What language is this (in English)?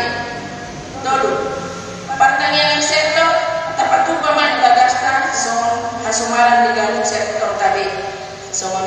Batak Toba